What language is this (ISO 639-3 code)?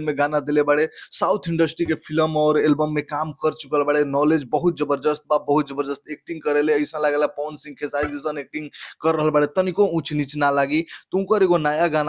bho